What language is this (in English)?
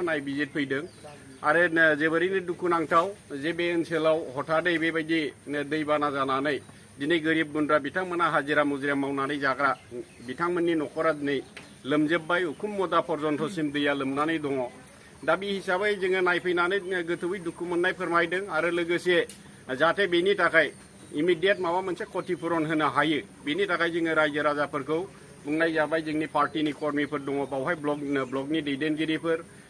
Bodo